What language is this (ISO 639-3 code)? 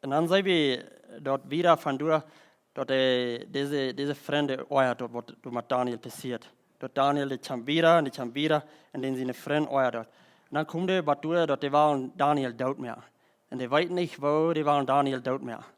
pdt